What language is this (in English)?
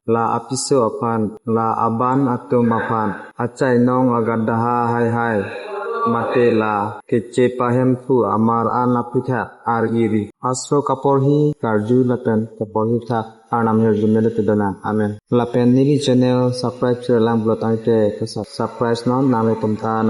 Karbi